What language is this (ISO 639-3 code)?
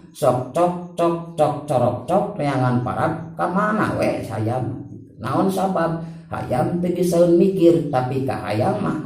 sun